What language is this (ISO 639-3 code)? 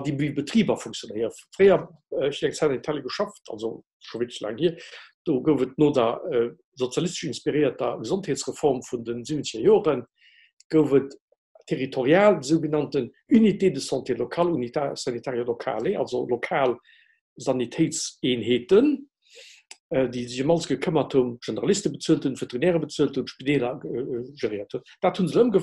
ltz